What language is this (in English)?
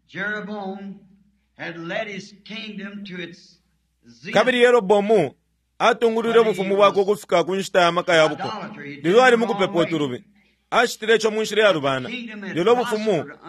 Bemba